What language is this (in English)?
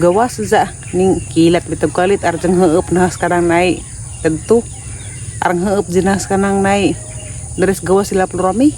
Cebuano